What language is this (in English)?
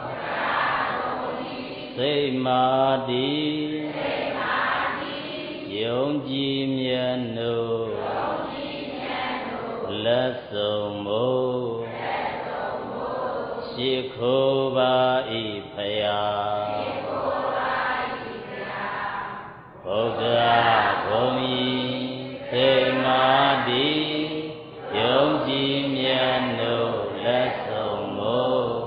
Burmese